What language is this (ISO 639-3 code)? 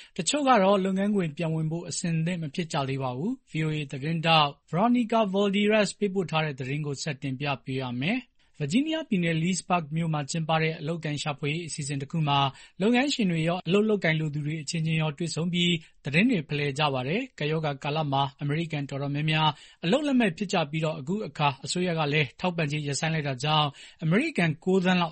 mya